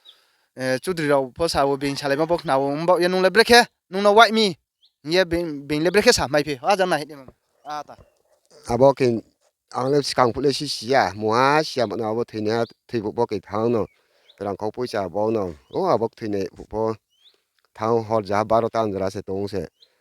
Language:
Riang (India)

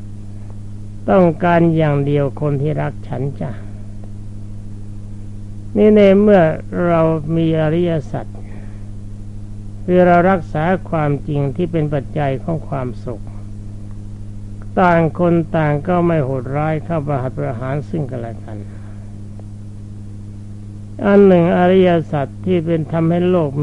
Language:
Thai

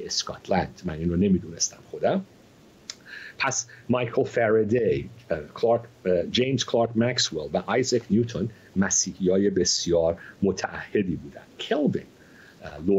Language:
Persian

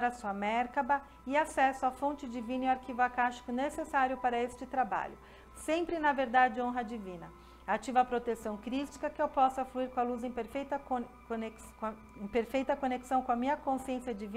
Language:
Portuguese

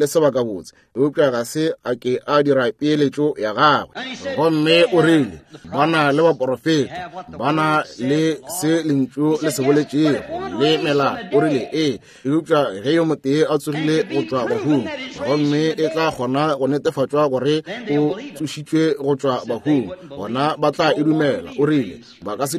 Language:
Northern Sotho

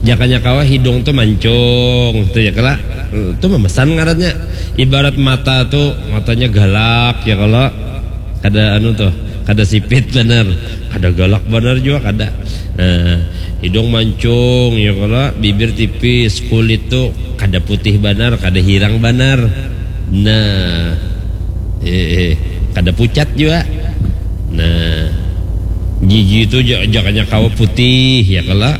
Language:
Banjar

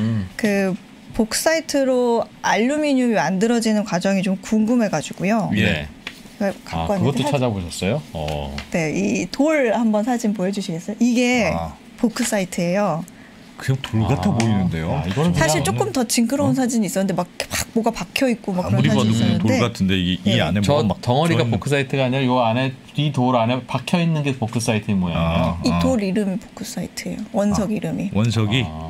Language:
Korean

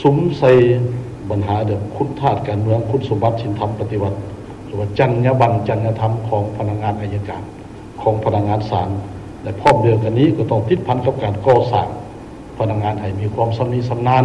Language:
Lao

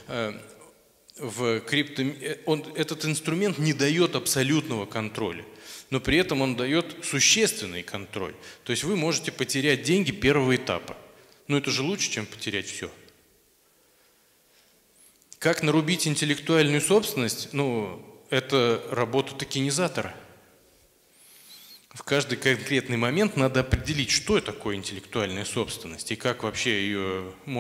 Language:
Russian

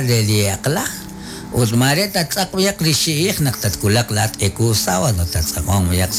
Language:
Kekchí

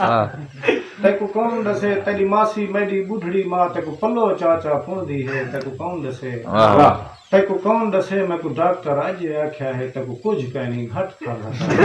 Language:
Saraiki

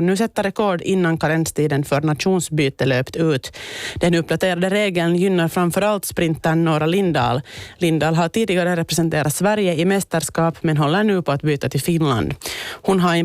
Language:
Swedish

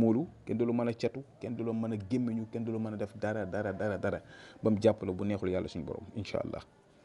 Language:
Wolof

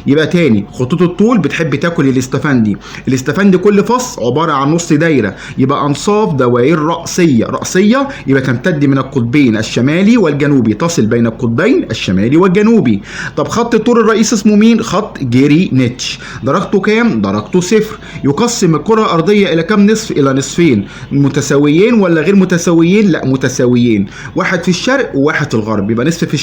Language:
Egyptian Arabic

